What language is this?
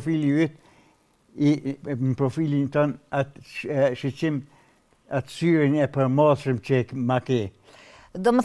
Albanian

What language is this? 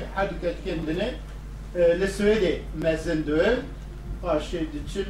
Kurdish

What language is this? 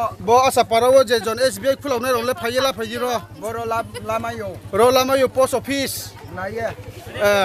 Riang (India)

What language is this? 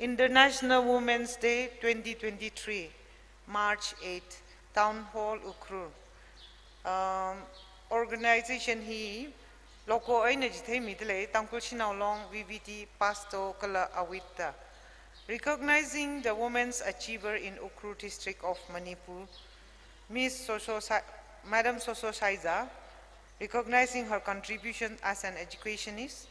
Tangkhul Naga (India)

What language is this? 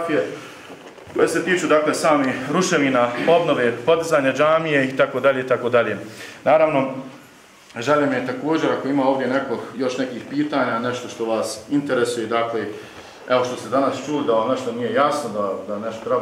Bosnian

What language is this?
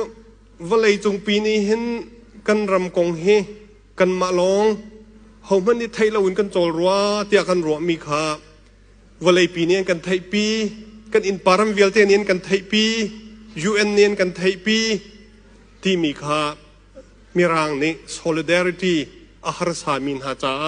Hakha Chin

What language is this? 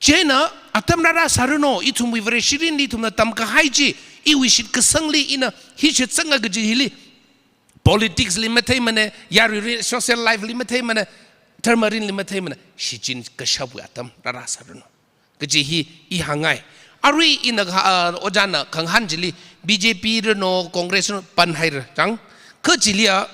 Tangkhul Naga (India)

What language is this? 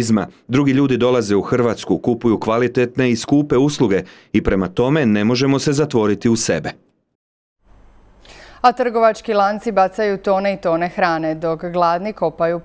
Croatian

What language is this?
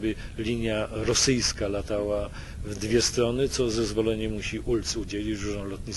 Polish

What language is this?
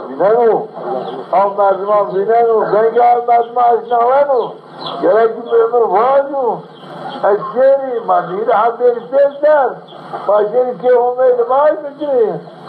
Zaza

